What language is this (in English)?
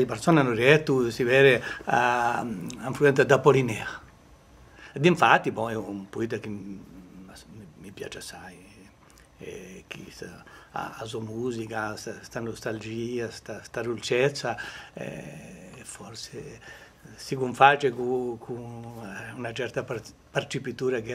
Corsican